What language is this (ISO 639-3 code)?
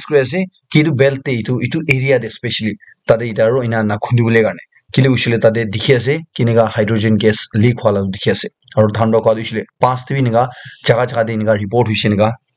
nag